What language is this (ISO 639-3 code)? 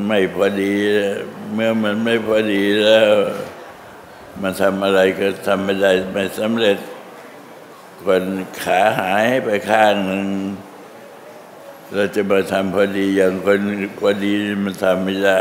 tha